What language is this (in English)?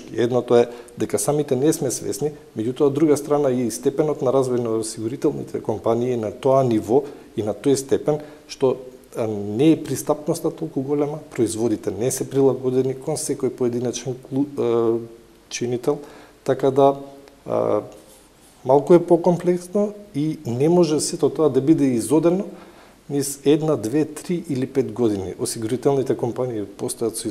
Macedonian